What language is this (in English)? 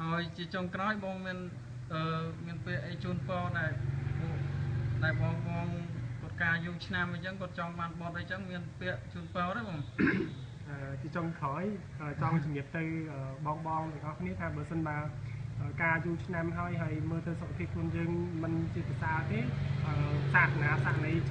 Khmer